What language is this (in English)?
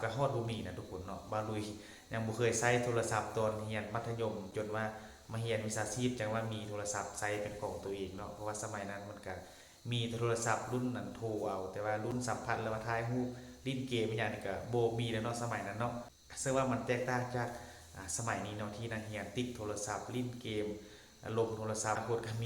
Northeastern Thai